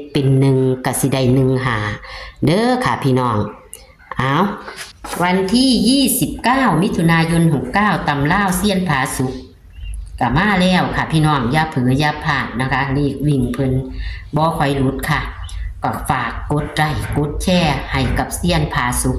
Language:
Northeastern Thai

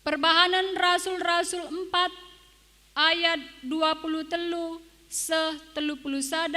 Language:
Batak Karo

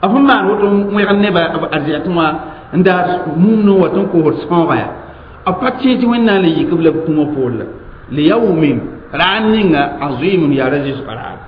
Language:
Mossi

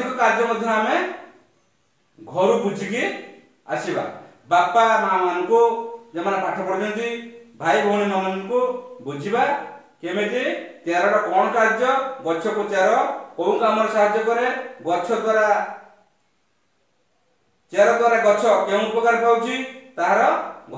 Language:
Odia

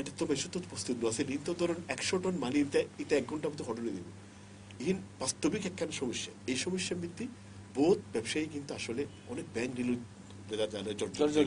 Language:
Bangla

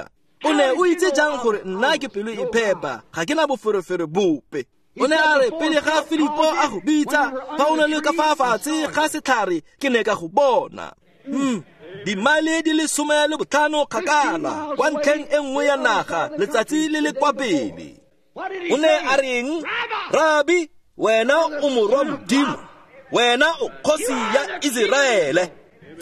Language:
Tswana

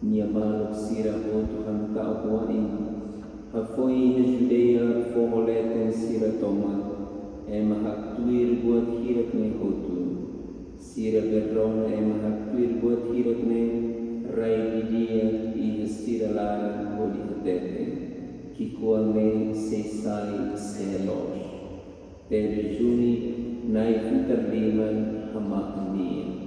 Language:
Tetum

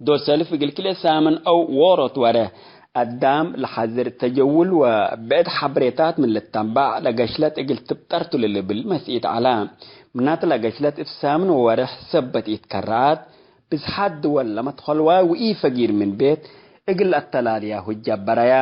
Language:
Tigre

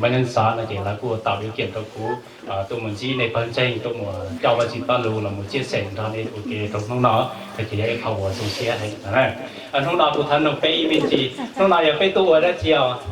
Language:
Hmong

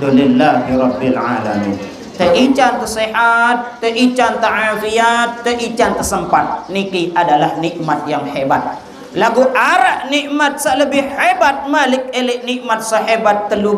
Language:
Sasak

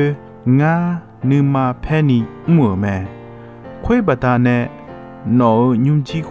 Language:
Akha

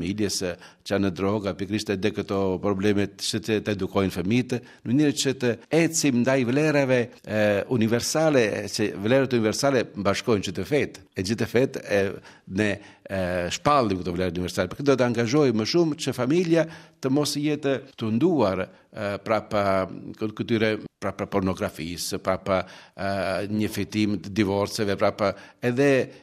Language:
Albanian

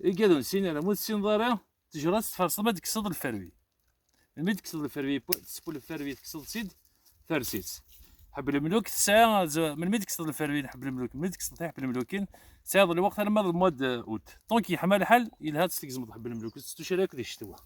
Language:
Kabyle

